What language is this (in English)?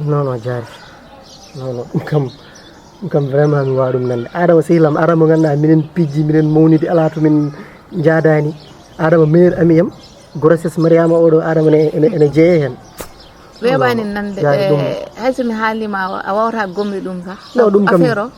Fula